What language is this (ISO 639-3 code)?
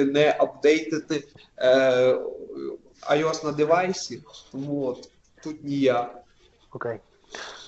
ukr